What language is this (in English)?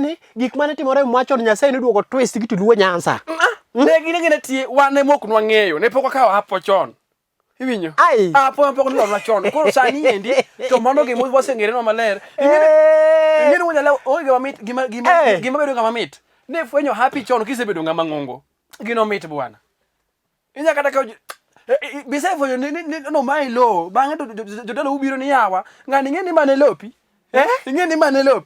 Luo (Kenya and Tanzania)